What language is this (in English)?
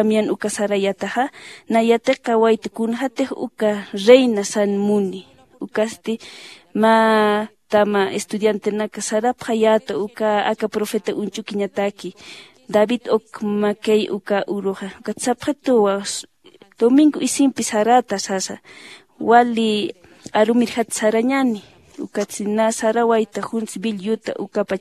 Aymara